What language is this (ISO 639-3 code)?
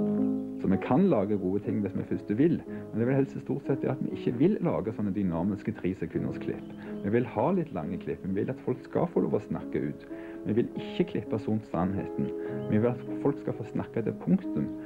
nor